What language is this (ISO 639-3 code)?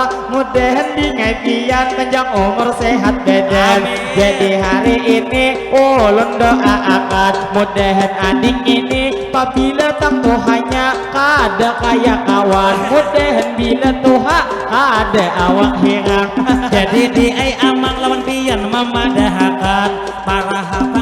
bjn